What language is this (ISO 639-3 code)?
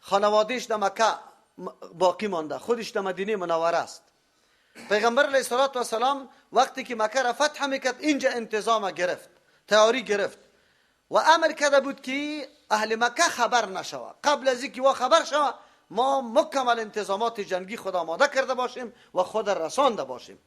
fas